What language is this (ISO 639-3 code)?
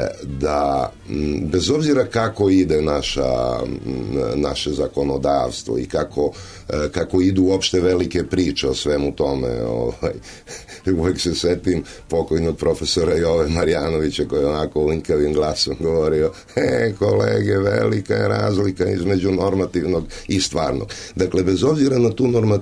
srp